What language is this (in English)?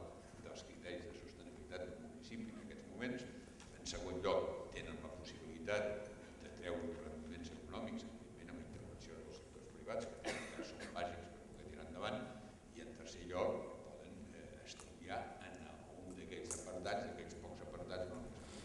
Catalan